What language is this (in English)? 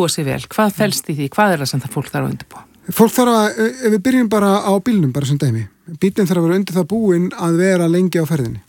Icelandic